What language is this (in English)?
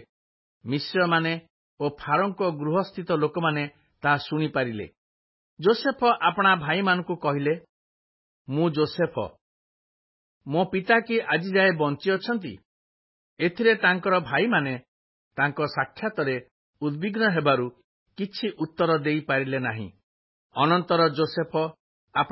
Odia